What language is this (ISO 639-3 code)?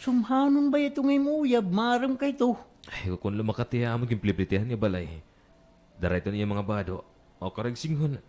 war